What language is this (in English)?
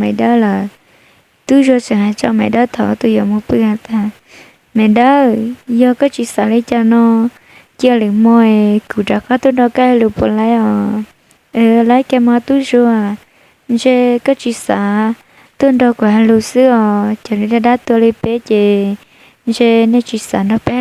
Hmong